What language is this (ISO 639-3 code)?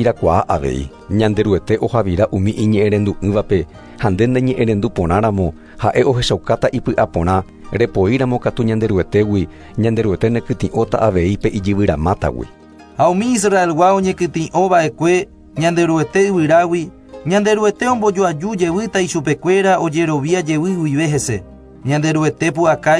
grn